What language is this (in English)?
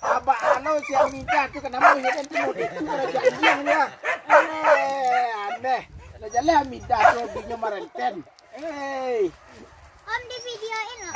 Minangkabau